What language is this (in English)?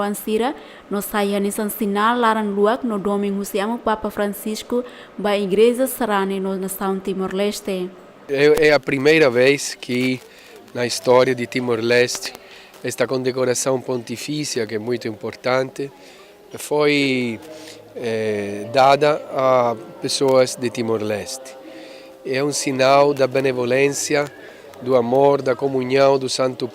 Tetum